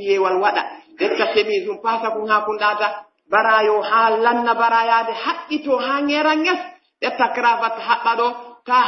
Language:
Pular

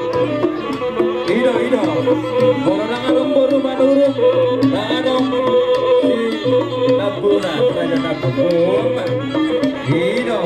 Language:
Batak Toba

